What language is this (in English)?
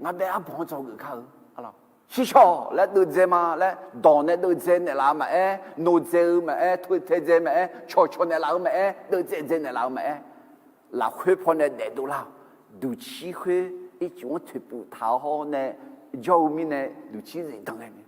Akha